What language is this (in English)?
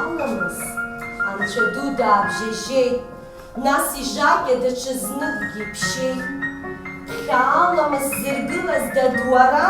Abkhazian